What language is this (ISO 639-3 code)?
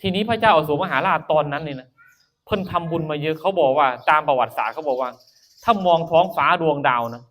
tts